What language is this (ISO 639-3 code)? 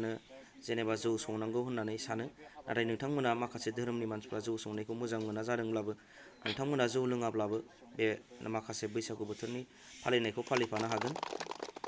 brx